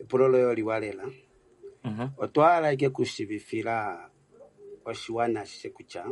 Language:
Kuanyama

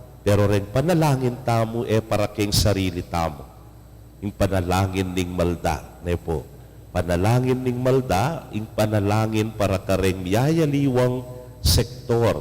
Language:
Pampanga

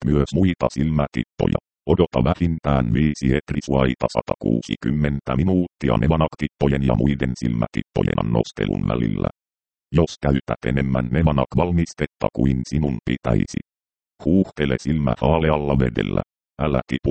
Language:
Finnish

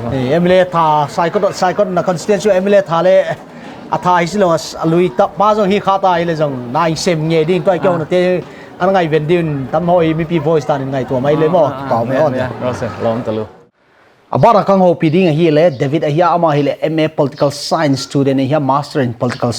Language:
Paite Chin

